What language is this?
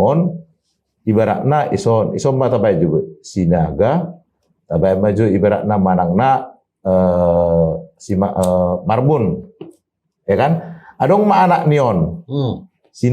Batak Toba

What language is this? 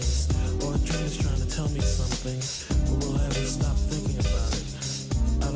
English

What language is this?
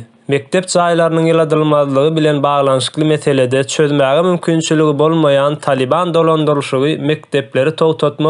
Turkmen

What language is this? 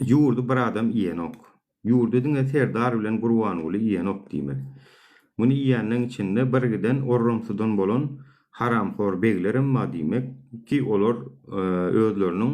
Turkmen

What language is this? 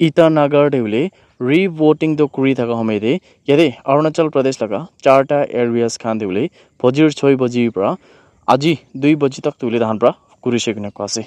Naga Pidgin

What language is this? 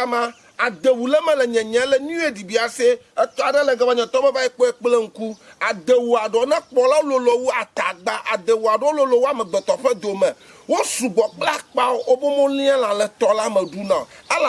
Ewe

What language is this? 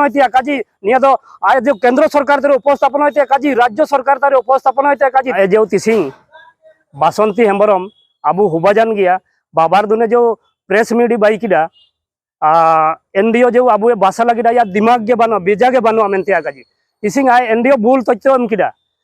Santali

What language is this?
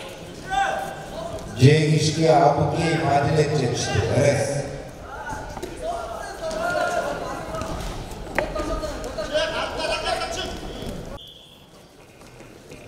Kazakh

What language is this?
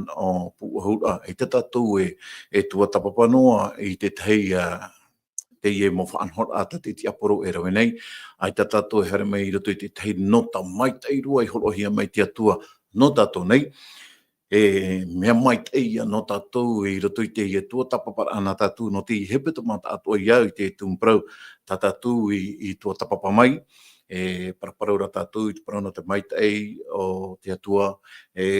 Tahitian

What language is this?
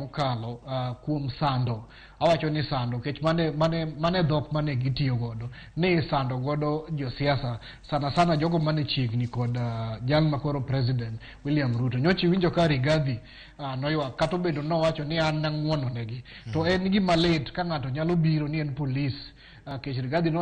Luo (Kenya and Tanzania)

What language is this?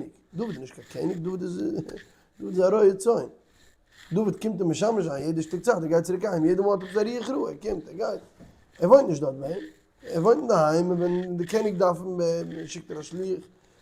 Yiddish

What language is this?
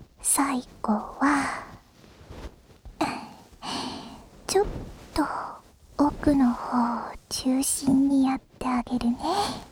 Japanese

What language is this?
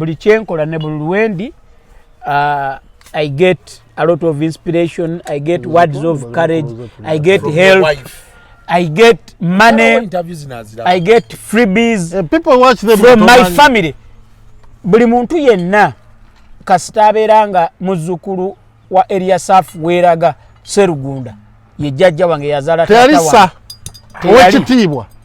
Ganda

